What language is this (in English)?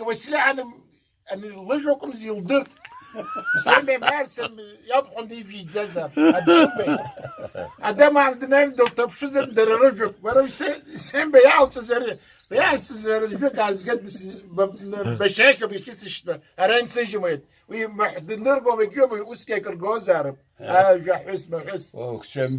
Abkhazian